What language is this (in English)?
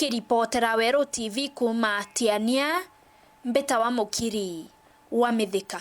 Meru